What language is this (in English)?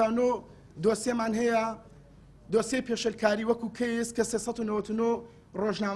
Central Kurdish